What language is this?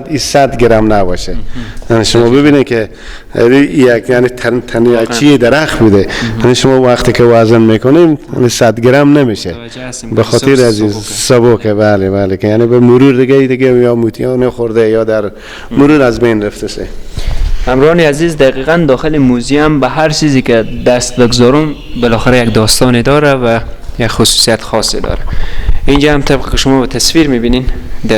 Persian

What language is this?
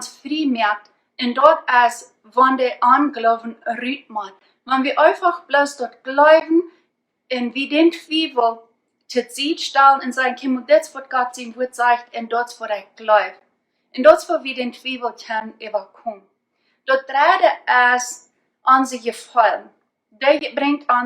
Plautdietsch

